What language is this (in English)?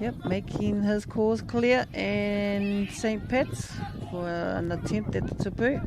Māori